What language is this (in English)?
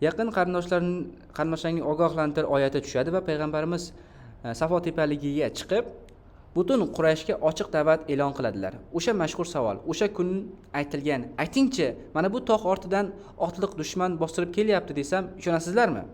Uzbek